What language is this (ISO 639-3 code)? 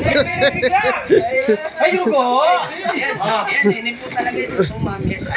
pam